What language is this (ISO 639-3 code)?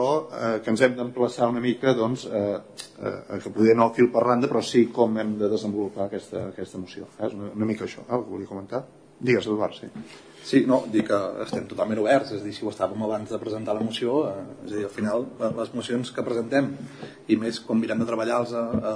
cat